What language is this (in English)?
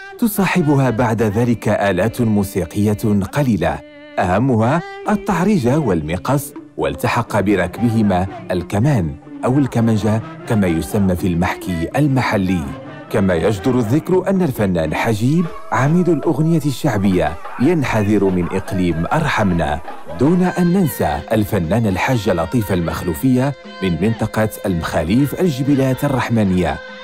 Arabic